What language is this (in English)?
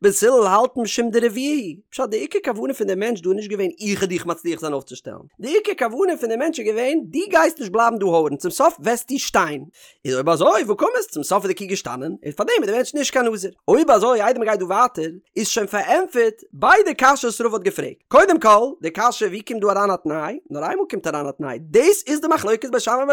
Yiddish